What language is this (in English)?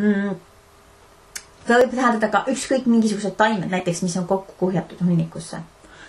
Estonian